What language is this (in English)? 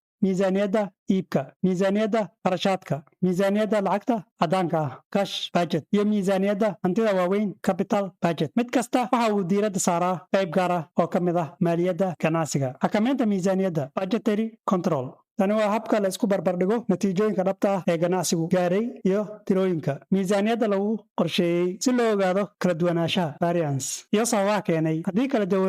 Somali